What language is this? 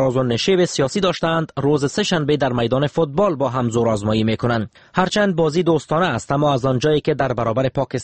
Persian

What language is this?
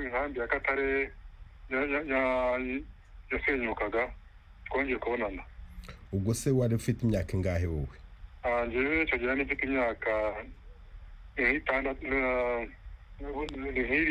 Kinyarwanda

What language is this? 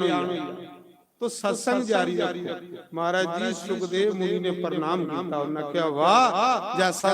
Dogri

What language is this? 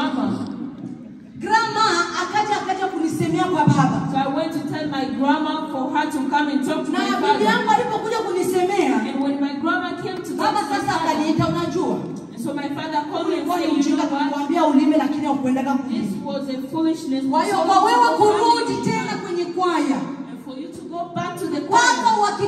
Swahili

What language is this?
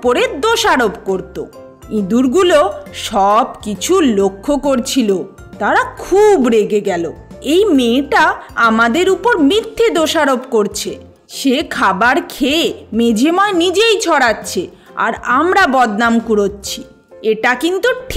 Bangla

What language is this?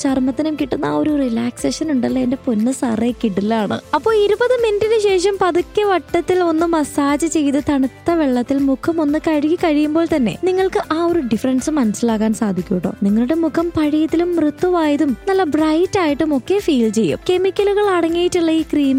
Malayalam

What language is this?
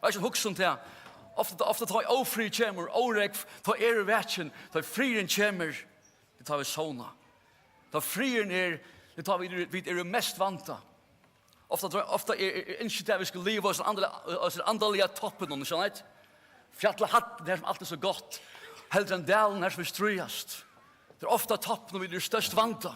Faroese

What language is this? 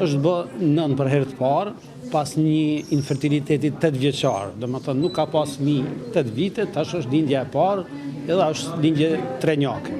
Albanian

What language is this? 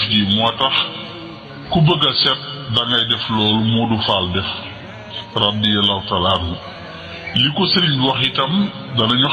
Wolof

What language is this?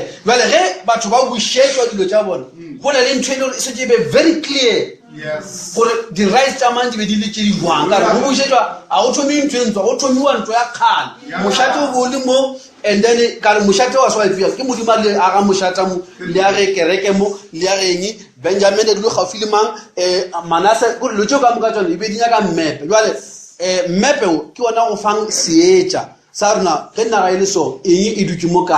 Northern Sotho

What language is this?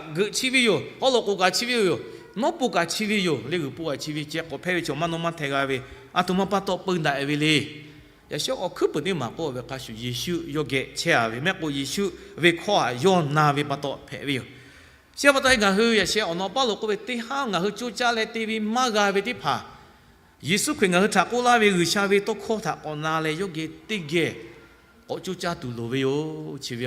Lahu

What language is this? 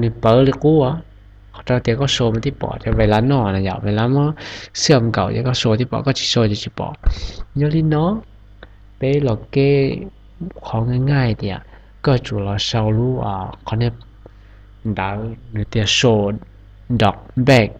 Hmong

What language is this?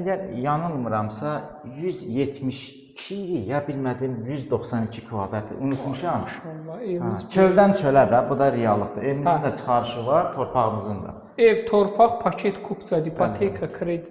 Azerbaijani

